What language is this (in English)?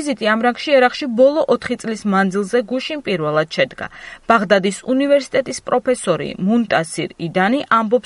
Georgian